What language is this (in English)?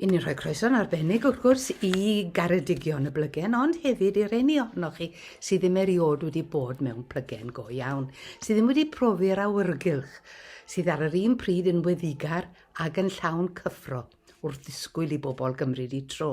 Welsh